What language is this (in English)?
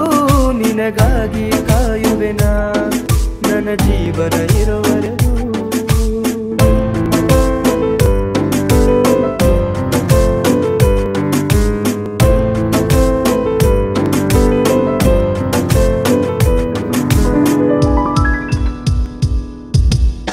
Kannada